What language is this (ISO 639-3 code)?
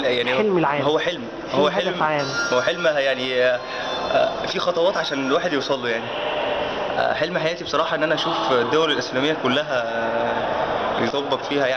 arz